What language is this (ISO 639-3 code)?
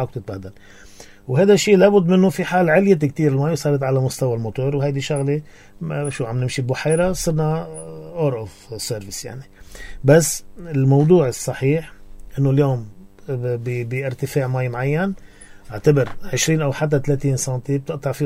apc